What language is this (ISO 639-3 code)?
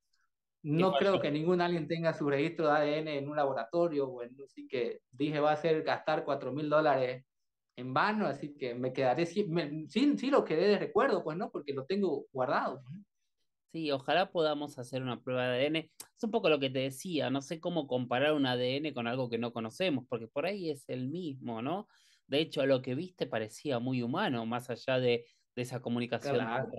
spa